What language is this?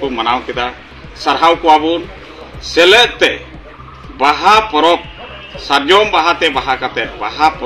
Santali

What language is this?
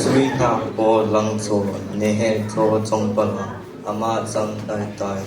Hakha Chin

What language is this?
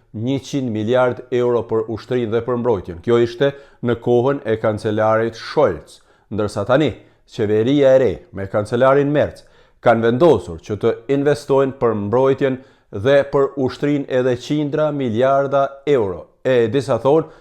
Albanian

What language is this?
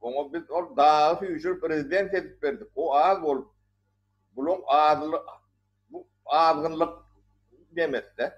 Turkmen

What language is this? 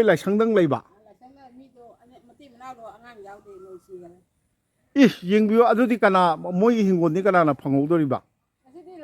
Manipuri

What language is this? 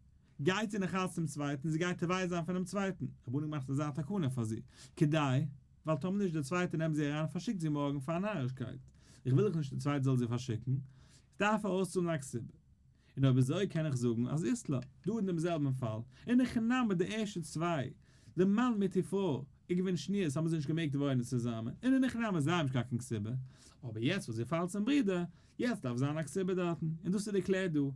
Yiddish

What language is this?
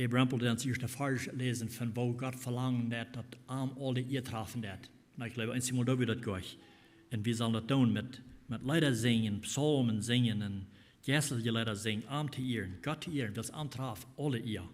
Plautdietsch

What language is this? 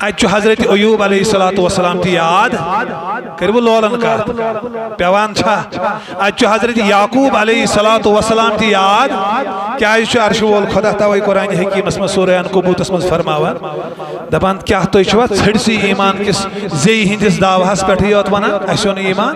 Kashmiri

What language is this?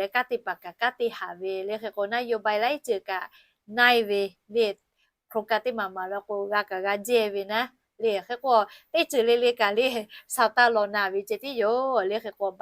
Lahu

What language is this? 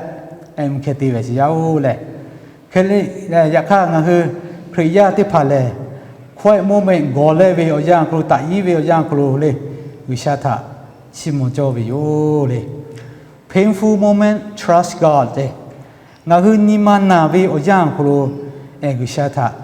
Lahu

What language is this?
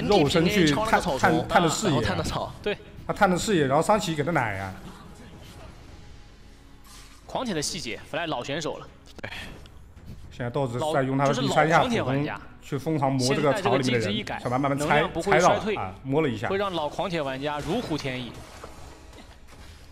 Chinese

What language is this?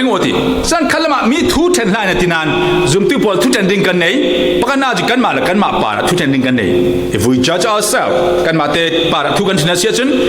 Falam Chin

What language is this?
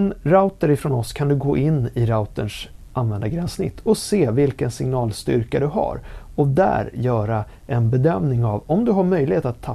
Swedish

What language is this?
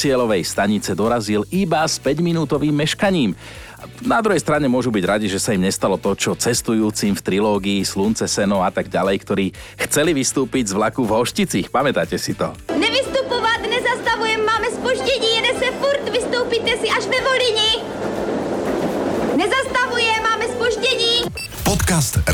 Slovak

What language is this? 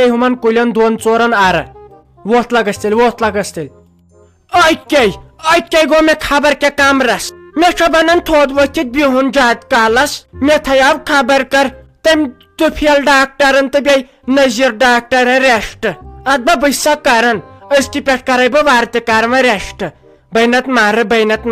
Kashmiri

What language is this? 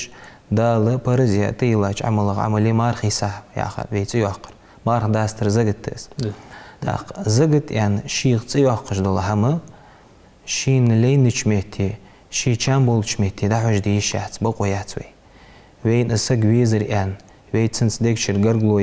Ingush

